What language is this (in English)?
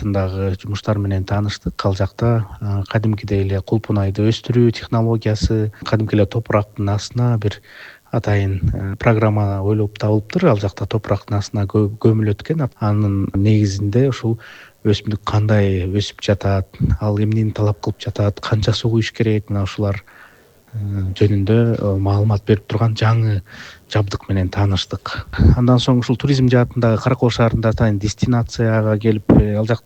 Kyrgyz